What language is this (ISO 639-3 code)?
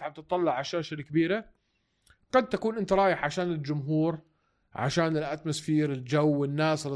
apc